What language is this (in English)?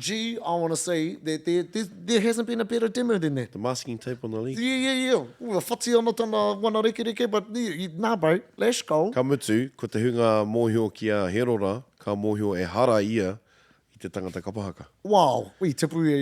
Māori